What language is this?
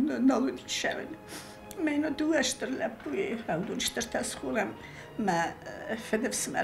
Ossetic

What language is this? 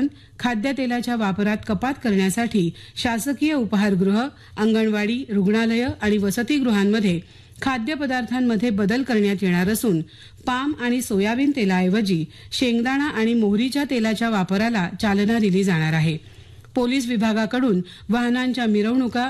Marathi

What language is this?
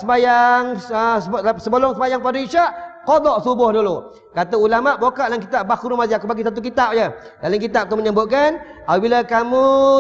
Malay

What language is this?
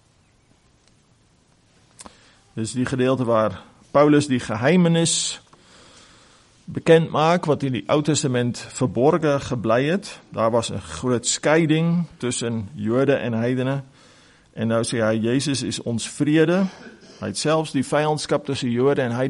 Afrikaans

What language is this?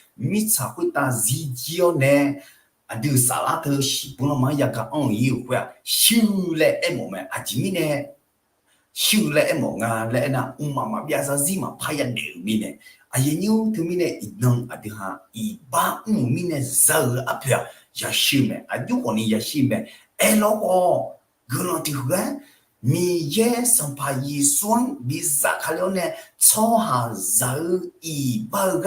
Akha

